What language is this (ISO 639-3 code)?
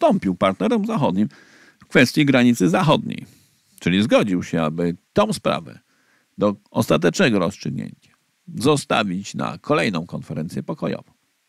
pol